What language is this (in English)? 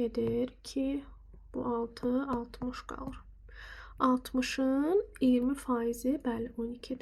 Azerbaijani